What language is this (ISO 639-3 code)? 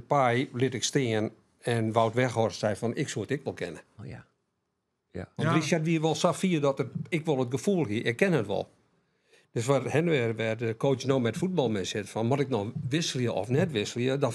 fry